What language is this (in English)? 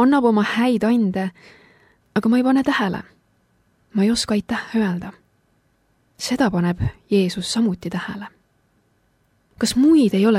Estonian